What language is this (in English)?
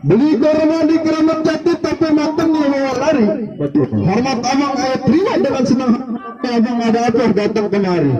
Betawi